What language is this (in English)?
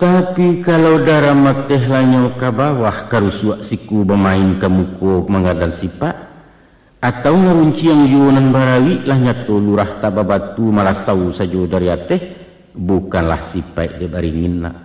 Minangkabau